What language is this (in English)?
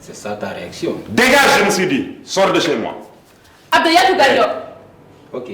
Fula